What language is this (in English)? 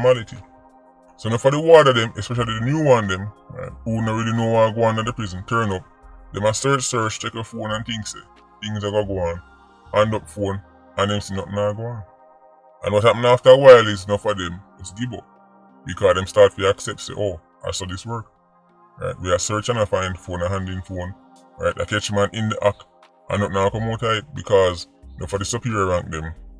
Jamaican Creole English